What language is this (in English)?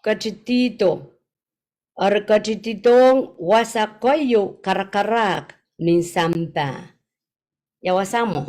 Pohnpeian